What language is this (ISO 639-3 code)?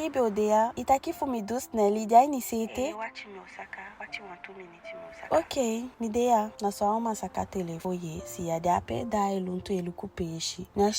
djk